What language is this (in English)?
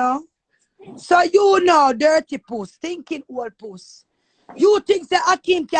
Jamaican Creole English